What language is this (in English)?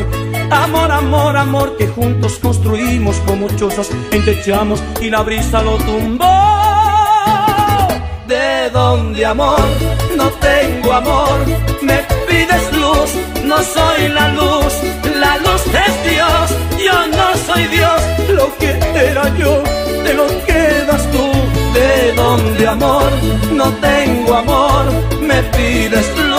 Spanish